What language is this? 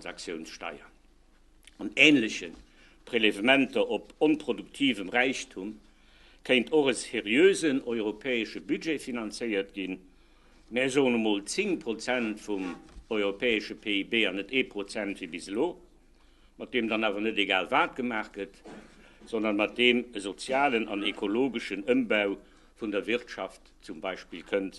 Luxembourgish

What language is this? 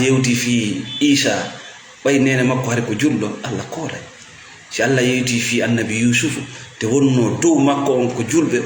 Fula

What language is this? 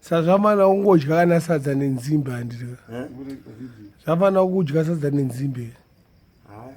Shona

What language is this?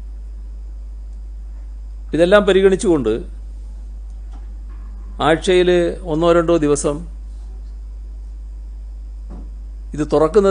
Malayalam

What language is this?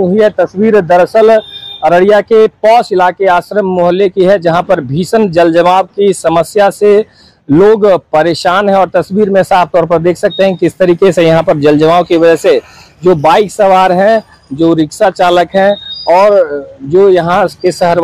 Hindi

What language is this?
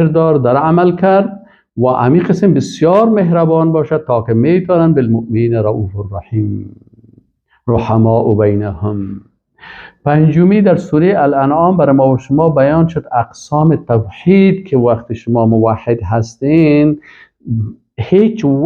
Persian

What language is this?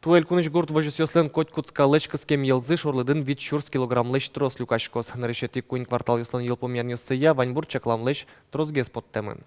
Udmurt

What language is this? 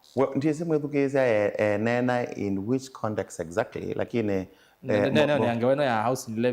Kamba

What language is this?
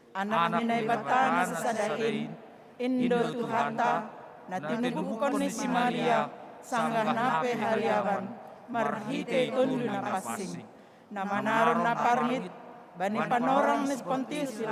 Batak Simalungun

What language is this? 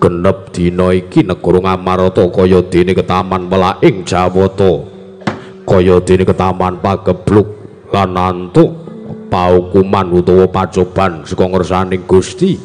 Javanese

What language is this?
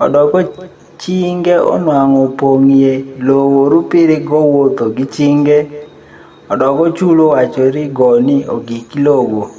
Adhola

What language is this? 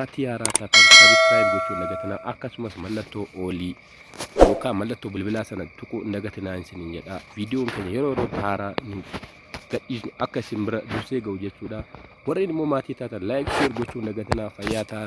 Oromo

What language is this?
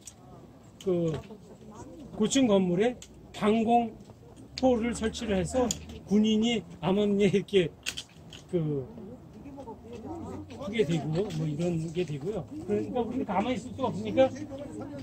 Korean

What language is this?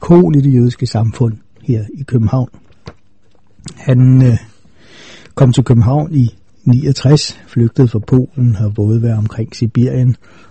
Danish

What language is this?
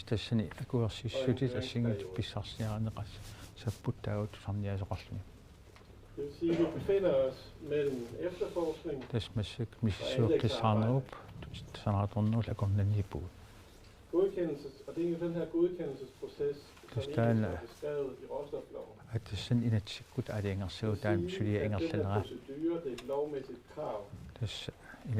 Kalaallisut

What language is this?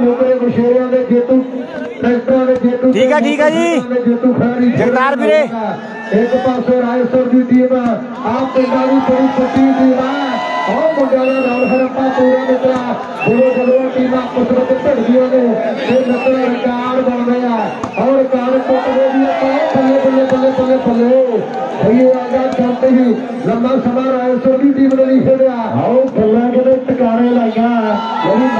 Punjabi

